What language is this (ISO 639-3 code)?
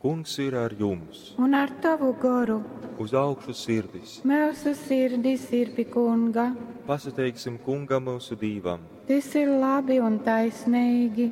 ltg